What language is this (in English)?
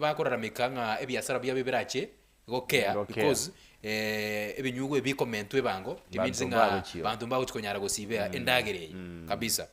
Gusii